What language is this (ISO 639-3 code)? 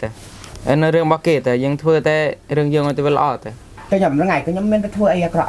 khm